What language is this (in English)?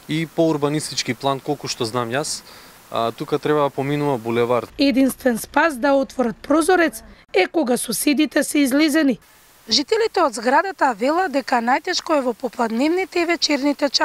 Macedonian